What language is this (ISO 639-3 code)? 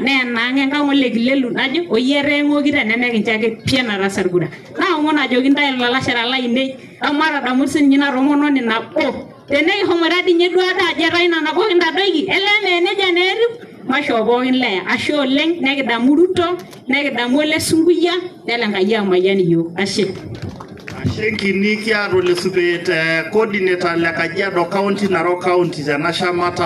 mas